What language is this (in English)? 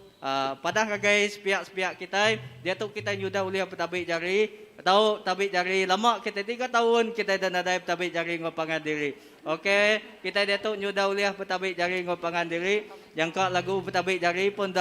Iban